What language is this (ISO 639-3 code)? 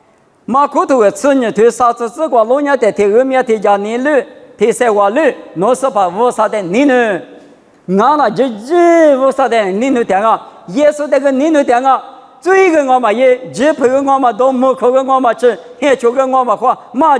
lis